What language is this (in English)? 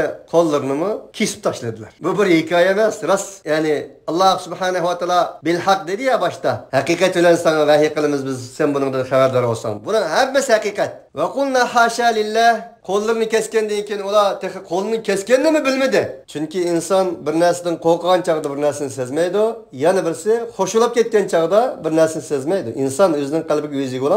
Uyghur